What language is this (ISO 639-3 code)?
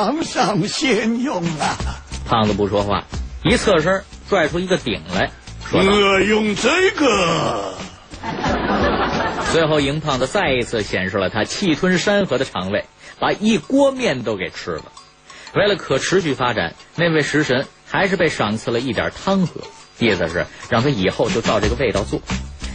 zho